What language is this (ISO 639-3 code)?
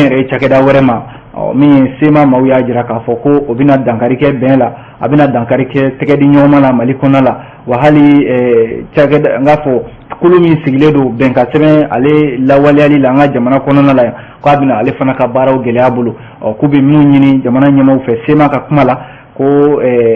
bam